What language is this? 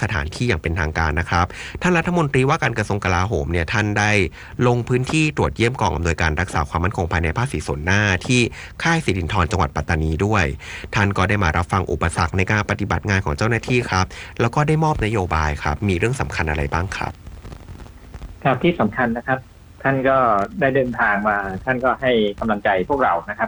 Thai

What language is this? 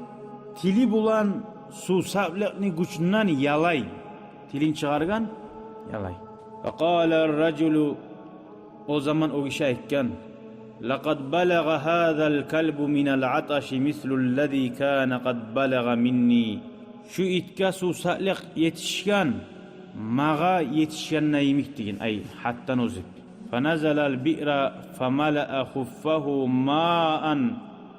Kumyk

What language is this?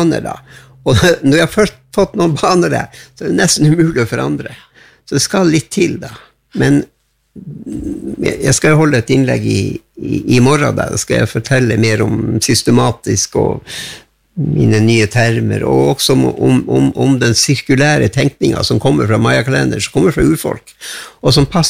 Norwegian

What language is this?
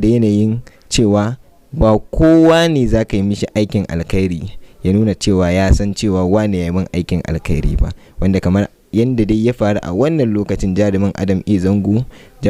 Hausa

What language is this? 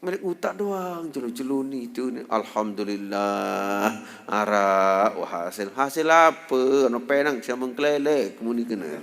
Sasak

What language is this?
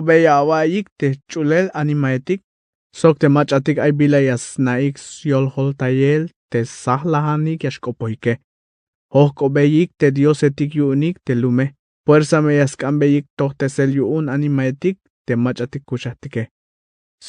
Tzeltal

